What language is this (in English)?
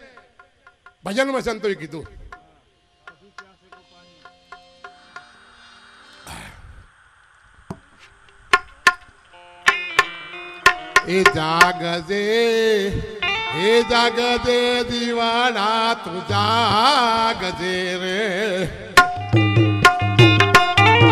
Gujarati